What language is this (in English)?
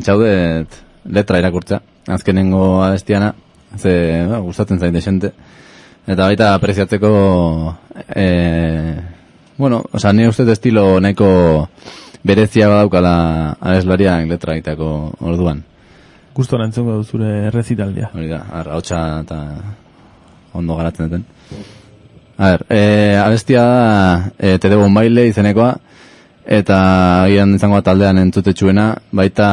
Basque